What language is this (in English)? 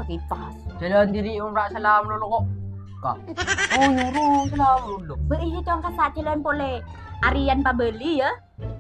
Madurese